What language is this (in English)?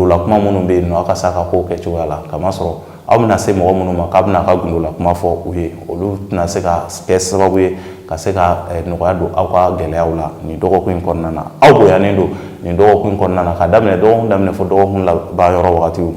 Bambara